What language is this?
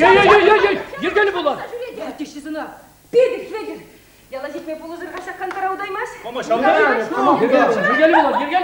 Chuvash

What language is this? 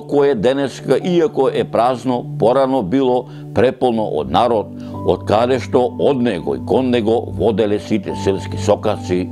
Macedonian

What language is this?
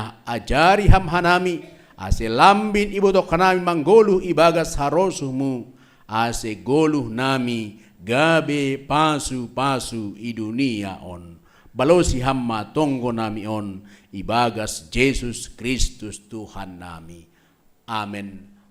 Batak Simalungun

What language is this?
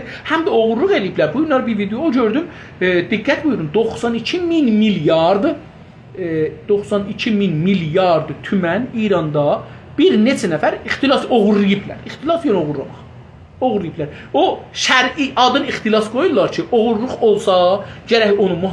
South Azerbaijani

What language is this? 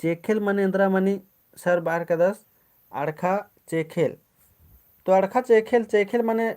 Kurukh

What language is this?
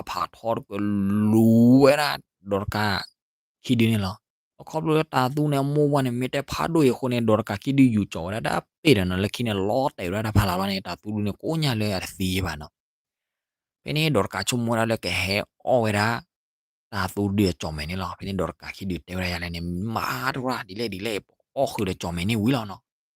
S'gaw Karen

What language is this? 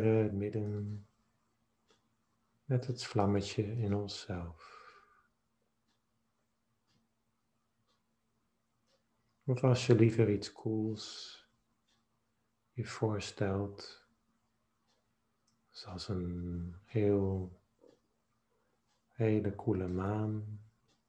Dutch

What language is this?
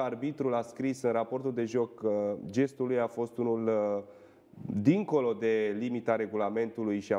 Romanian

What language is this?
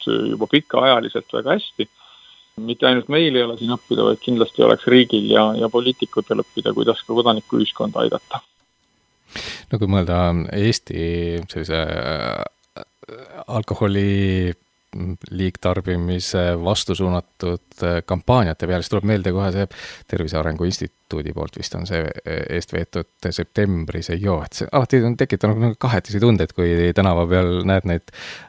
Estonian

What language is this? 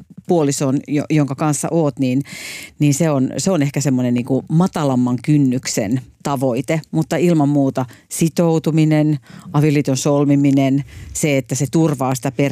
Finnish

